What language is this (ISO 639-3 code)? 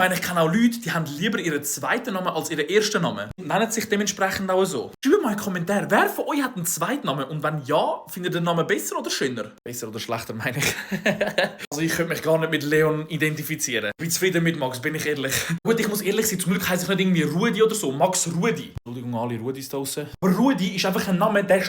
gsw